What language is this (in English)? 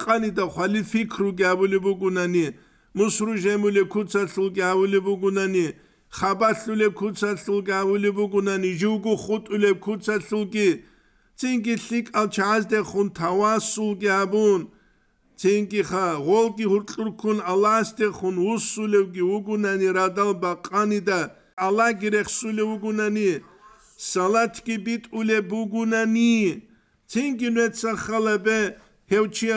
Avaric